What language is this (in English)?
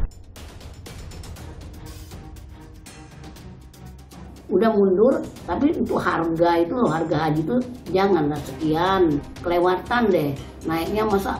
Indonesian